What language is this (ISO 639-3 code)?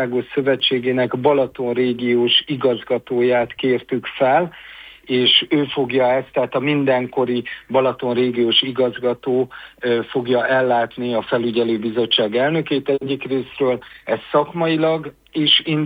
hun